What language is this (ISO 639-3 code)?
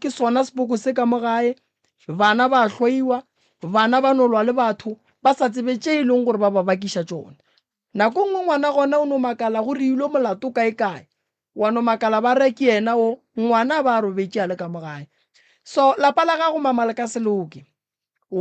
nso